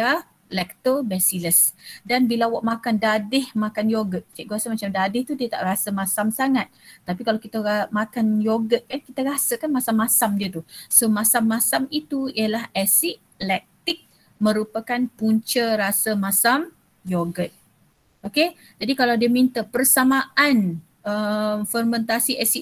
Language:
Malay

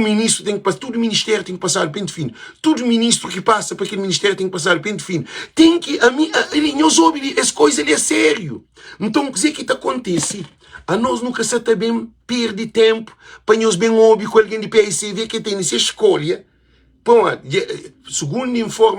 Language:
Kabuverdianu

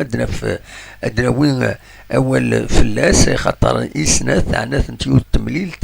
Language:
Kabyle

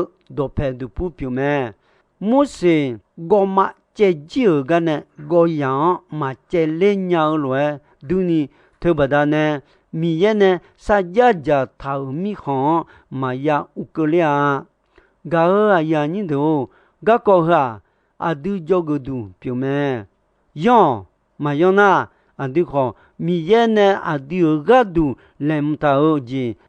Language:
Akha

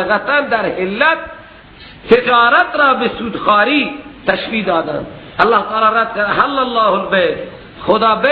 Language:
Persian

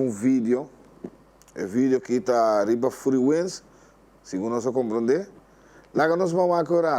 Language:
Papiamento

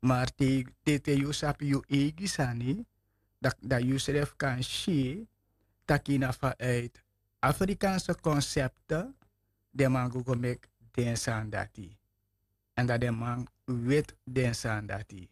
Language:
Sranan Tongo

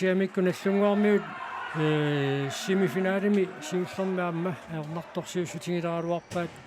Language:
Kalaallisut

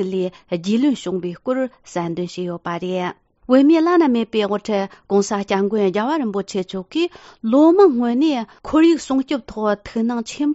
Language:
Tibetan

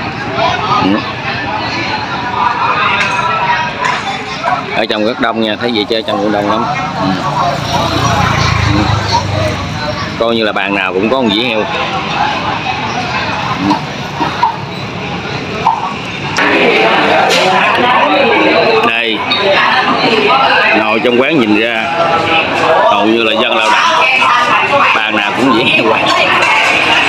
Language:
Vietnamese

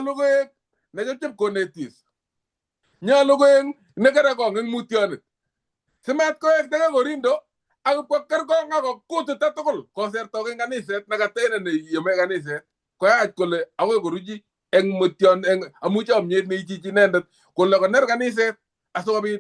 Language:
Kalenjin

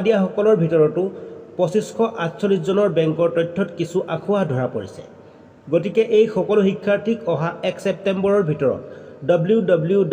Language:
Assamese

